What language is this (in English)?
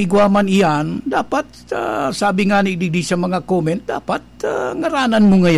Bikol